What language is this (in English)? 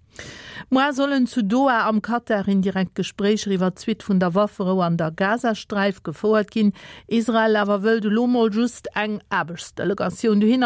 Luxembourgish